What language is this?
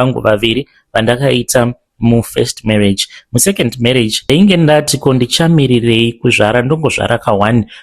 Shona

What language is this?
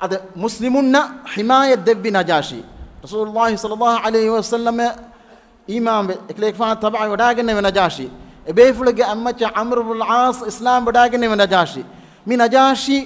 Divehi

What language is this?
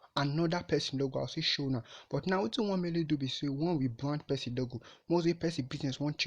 Nigerian Pidgin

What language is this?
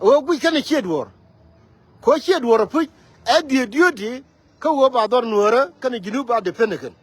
Nuer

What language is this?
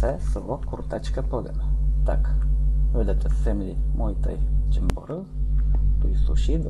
Rusyn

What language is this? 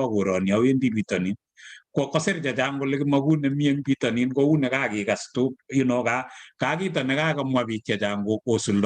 Kalenjin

